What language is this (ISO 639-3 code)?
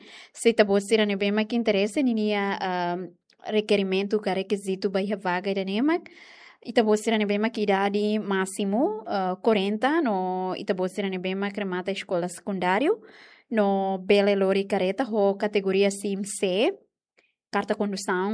tet